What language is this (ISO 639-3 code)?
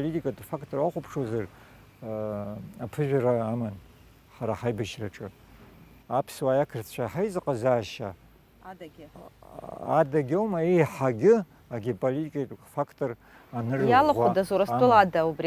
abk